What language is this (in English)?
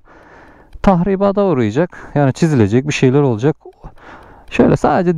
Turkish